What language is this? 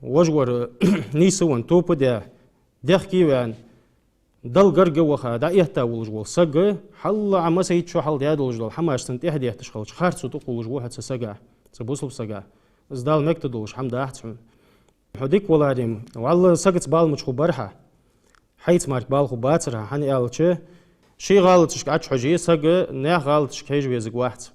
Ingush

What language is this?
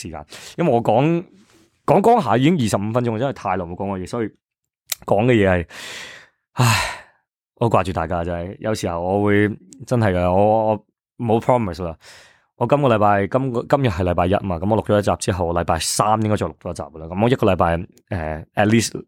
Cantonese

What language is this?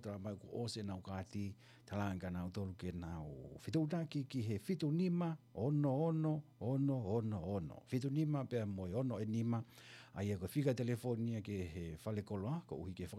Tongan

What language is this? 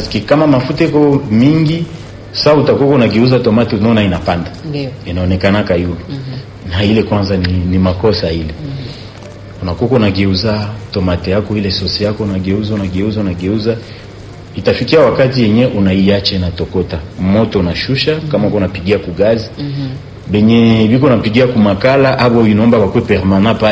Swahili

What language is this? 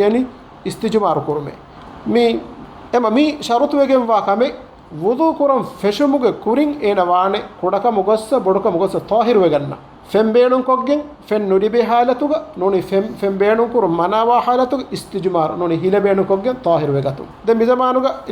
Divehi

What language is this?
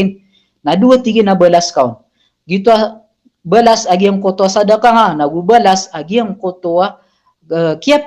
Maranao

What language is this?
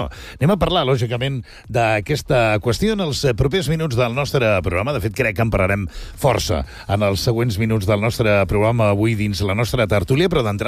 Catalan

